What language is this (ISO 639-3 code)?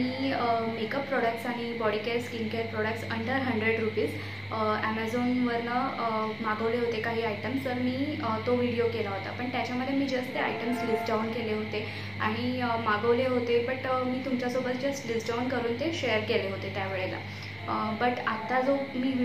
mar